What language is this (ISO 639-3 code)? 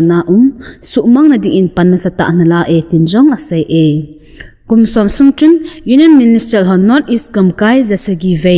tcz